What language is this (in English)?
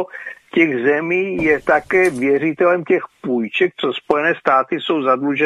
Czech